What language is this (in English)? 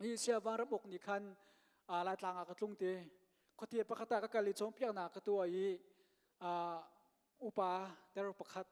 Hakha Chin